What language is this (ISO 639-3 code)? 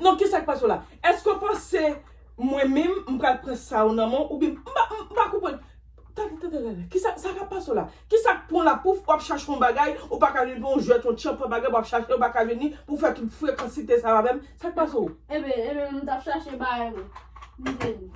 hat